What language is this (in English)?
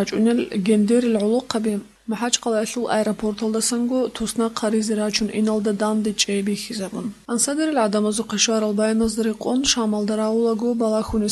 Avaric